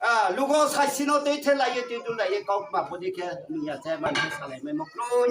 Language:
Riang (India)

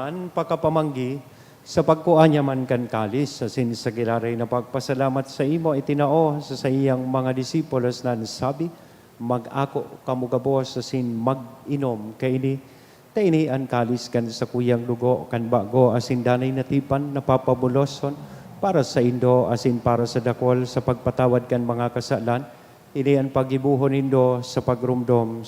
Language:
Bikol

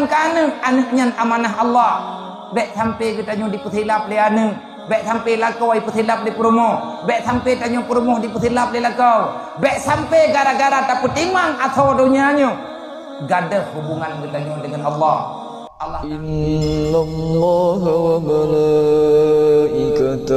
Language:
Achinese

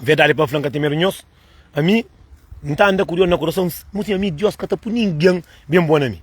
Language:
Kabuverdianu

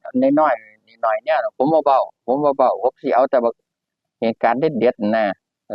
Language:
Northeastern Thai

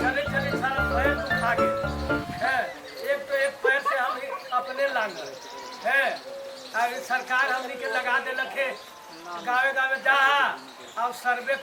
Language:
Magahi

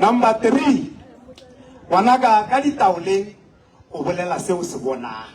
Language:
Northern Sotho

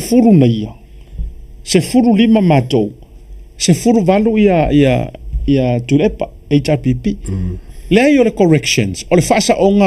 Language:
Samoan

